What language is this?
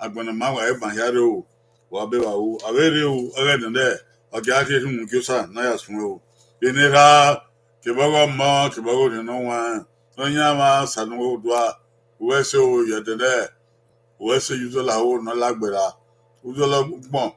Bini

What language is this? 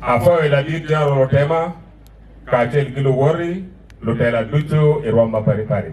Acoli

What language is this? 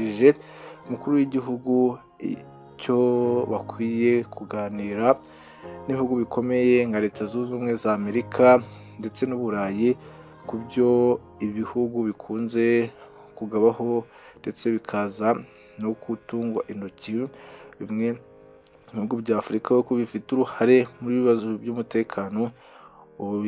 Kinyarwanda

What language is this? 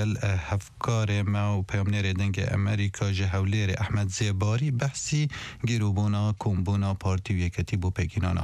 Kurdish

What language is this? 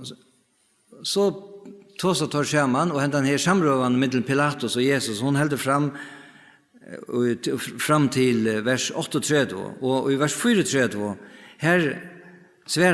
Faroese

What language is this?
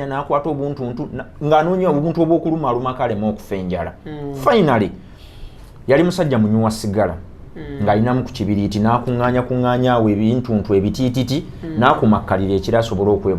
Ganda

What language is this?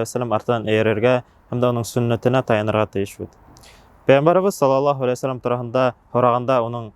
Bashkir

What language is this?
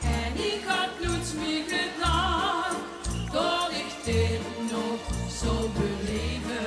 Limburgish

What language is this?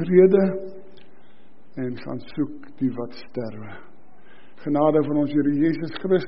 Afrikaans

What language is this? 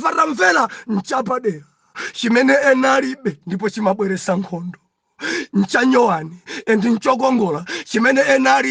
Nyanja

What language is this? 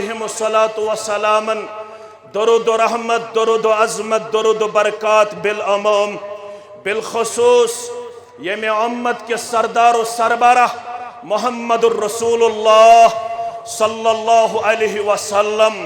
Kashmiri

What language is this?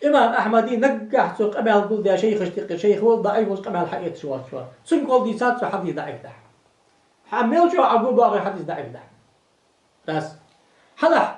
Ingush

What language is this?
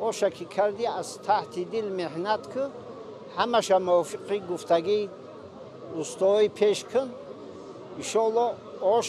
Tajik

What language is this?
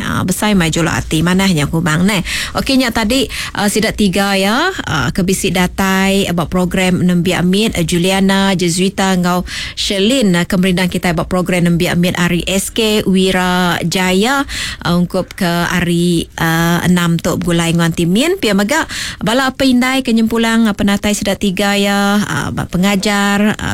Iban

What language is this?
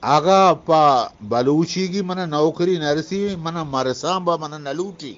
Eastern Balochi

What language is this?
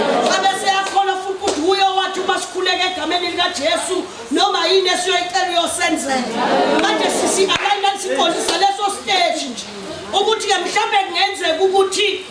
Zulu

